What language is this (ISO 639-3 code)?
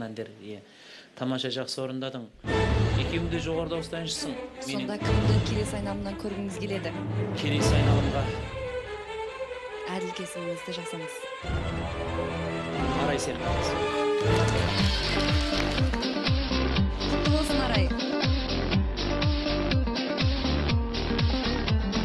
kaz